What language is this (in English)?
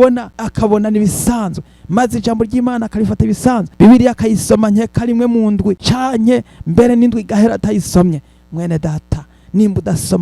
Rundi